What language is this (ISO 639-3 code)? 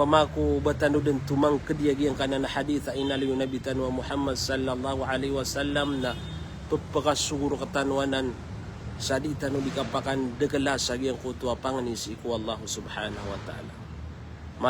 mrw